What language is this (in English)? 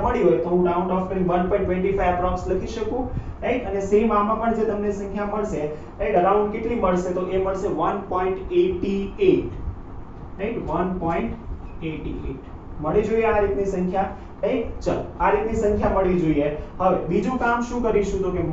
Gujarati